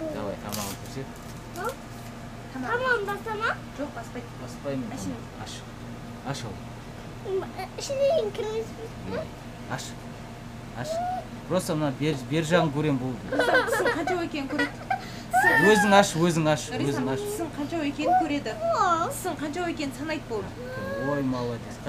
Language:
Kazakh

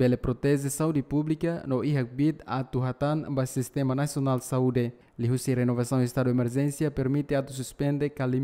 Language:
Tetum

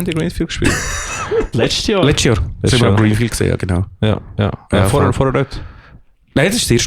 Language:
Swiss German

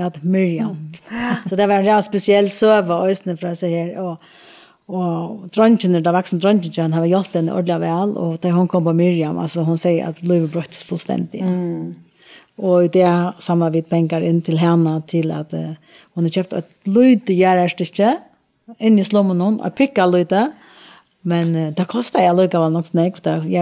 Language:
Faroese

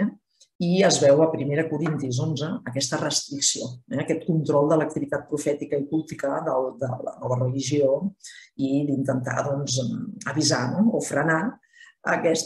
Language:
Catalan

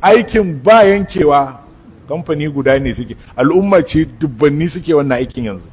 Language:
Hausa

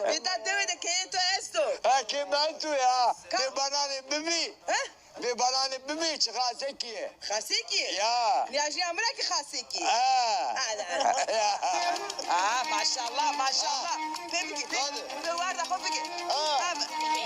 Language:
Zaza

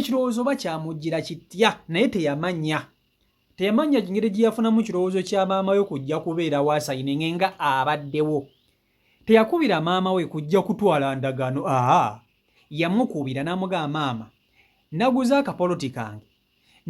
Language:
Ganda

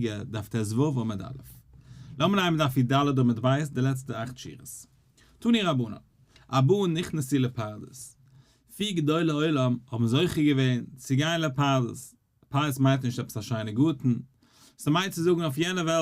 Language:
Yiddish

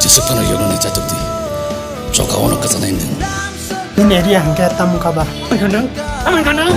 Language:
Kok Borok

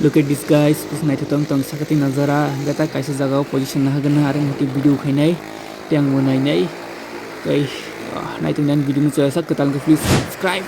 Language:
Kok Borok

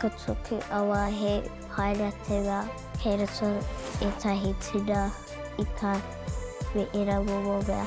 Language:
Māori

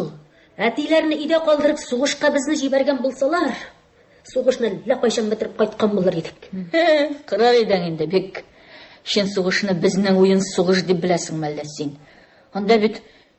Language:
Tatar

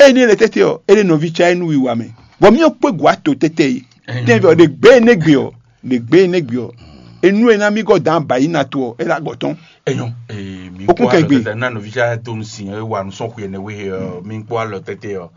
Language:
Fon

